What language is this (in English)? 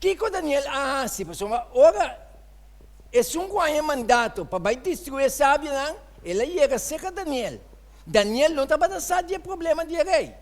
Papiamento